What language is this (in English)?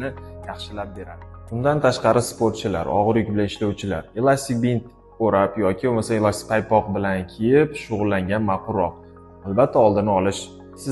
Uzbek